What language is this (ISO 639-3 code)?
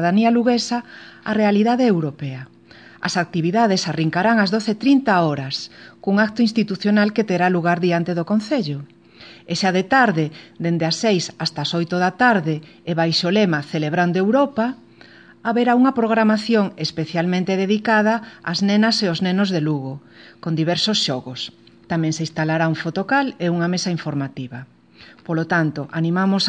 glg